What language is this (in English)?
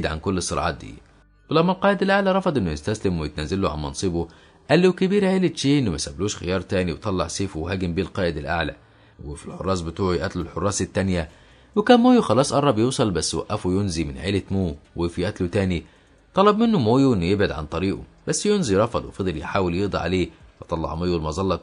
Egyptian Arabic